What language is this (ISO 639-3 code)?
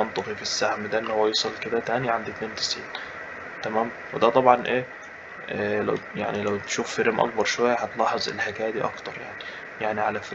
arz